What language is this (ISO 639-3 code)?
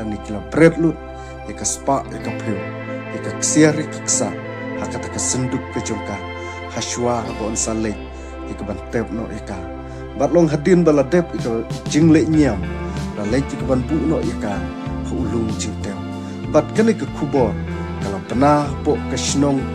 kha